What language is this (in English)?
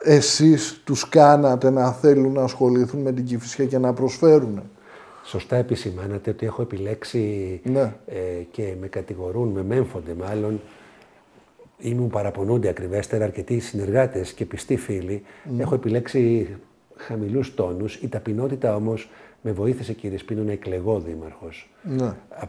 Greek